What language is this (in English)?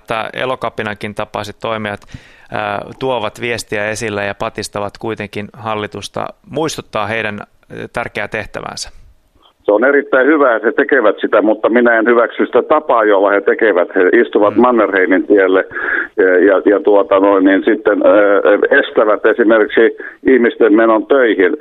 Finnish